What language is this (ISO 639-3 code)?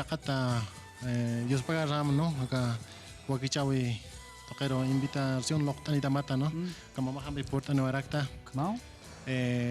aym